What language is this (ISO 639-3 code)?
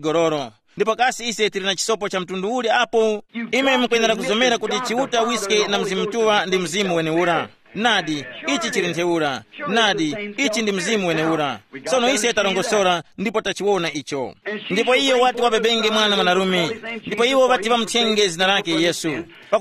tum